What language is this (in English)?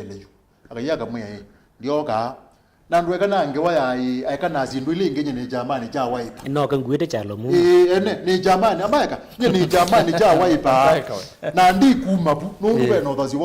Kamba